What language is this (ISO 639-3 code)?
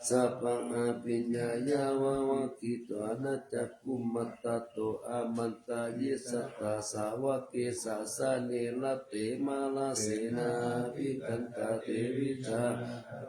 pli